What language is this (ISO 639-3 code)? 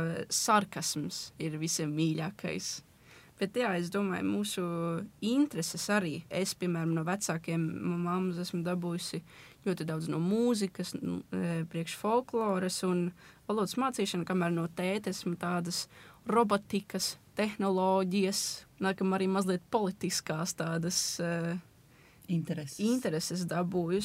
lav